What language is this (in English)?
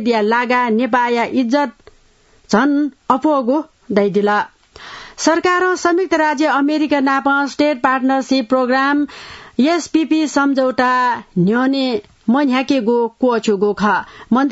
Newari